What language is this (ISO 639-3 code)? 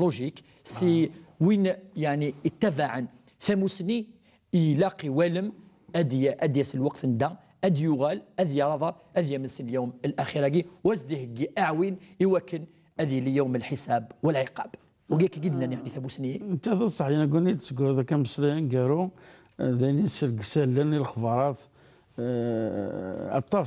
kab